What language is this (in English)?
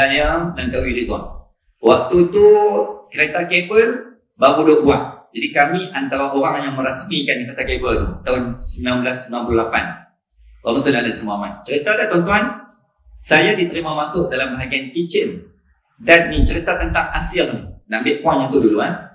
Malay